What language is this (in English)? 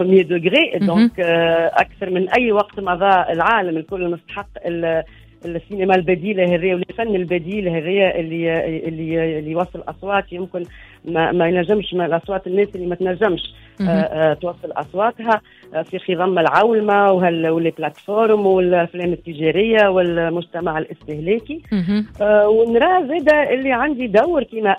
Tunisian Arabic